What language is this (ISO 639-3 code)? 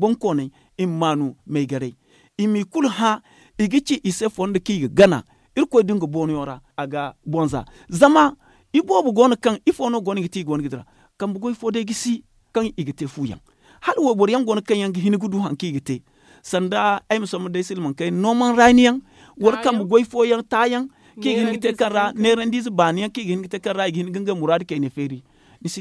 dje